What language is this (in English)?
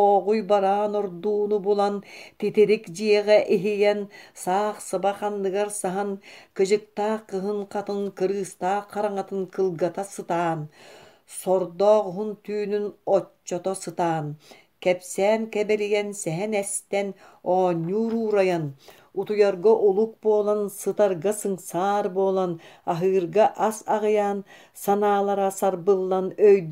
Yakut